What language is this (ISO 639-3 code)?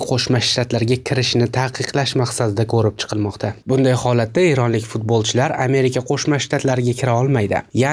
uzb